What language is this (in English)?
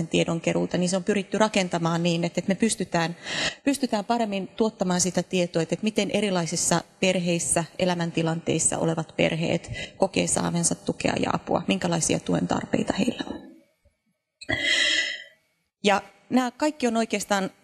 Finnish